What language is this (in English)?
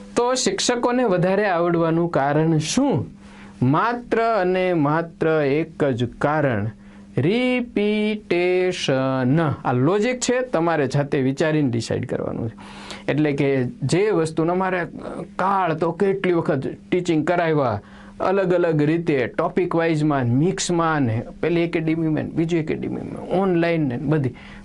Gujarati